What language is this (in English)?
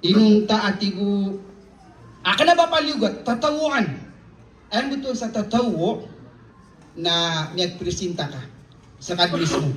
Maranao